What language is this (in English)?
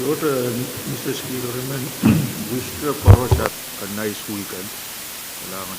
Pohnpeian